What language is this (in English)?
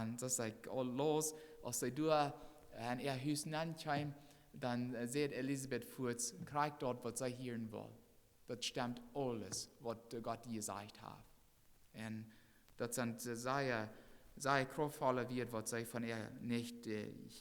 Plautdietsch